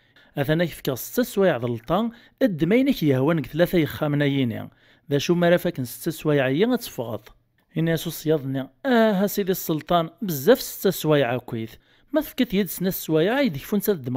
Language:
Kabyle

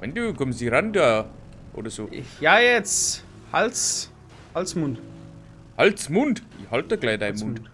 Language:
Bavarian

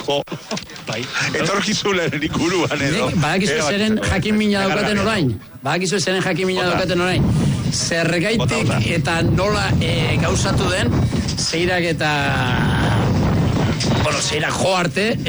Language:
Basque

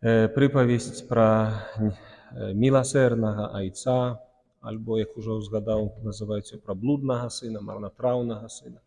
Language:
Belarusian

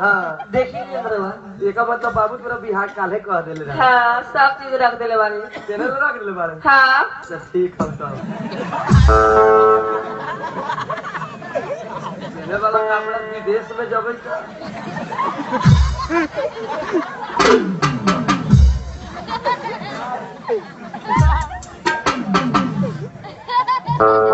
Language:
Bhojpuri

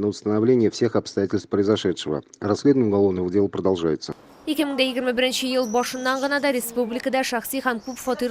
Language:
Tatar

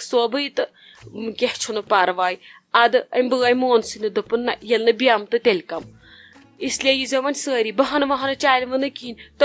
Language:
Kashmiri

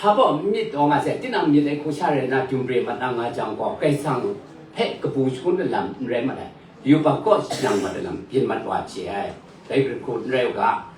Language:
Kachin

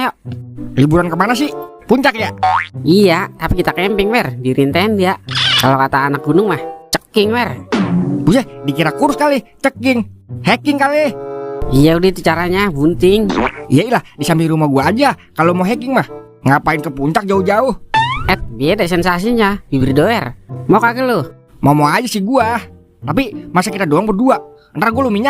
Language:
Betawi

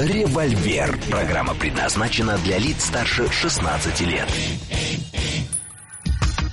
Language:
Russian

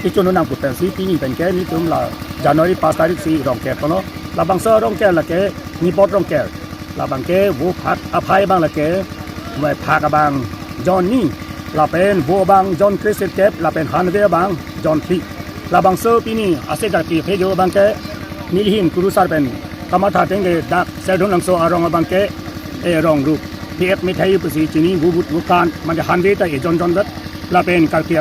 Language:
Karbi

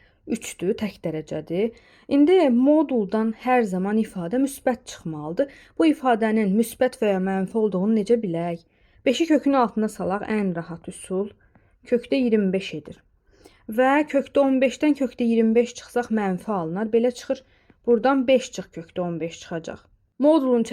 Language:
Azerbaijani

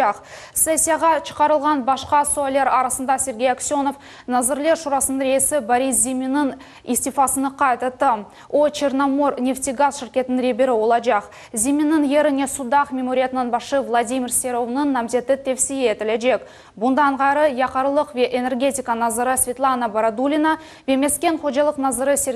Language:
Crimean Tatar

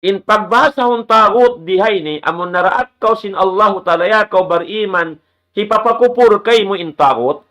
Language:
Tausug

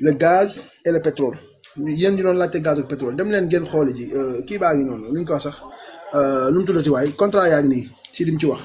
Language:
Wolof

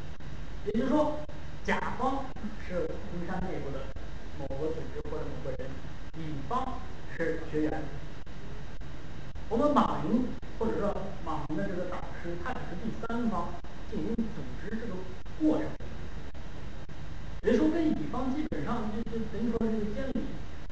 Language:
Chinese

